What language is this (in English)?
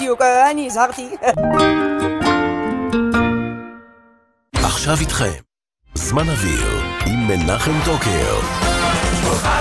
Hebrew